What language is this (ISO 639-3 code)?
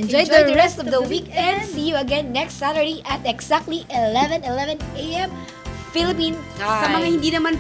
fil